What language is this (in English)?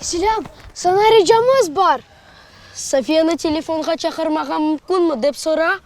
Crimean Tatar